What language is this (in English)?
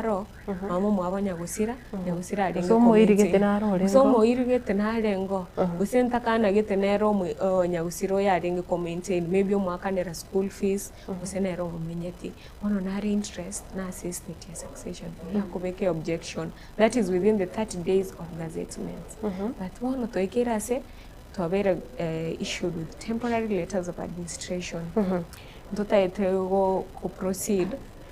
Gusii